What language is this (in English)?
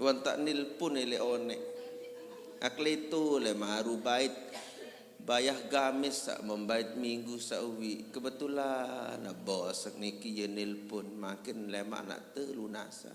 Sasak